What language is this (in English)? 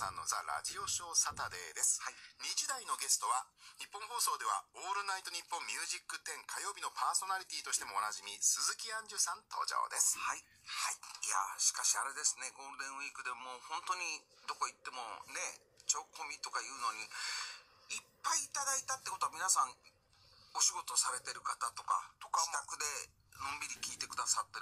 Japanese